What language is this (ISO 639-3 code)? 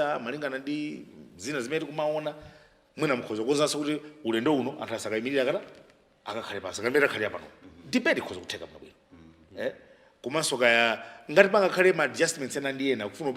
nya